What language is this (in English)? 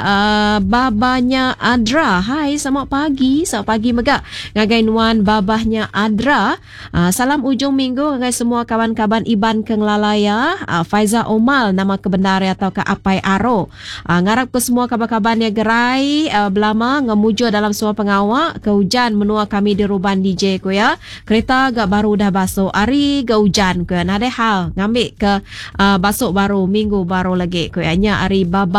Iban